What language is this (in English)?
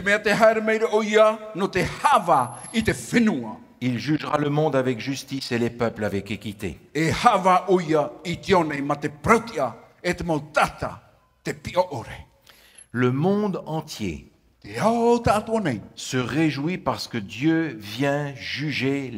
Tahitian